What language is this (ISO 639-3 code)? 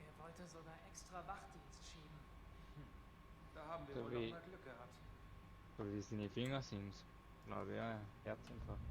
gsw